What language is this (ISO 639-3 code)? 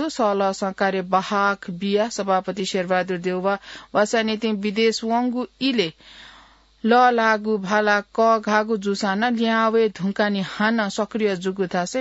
new